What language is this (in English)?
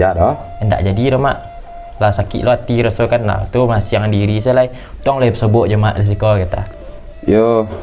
Minangkabau